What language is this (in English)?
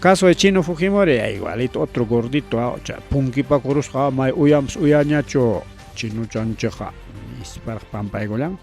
Ayacucho Quechua